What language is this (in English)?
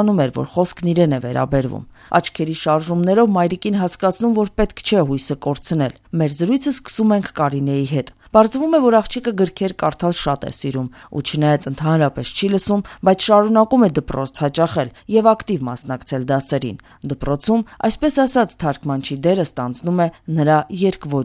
Armenian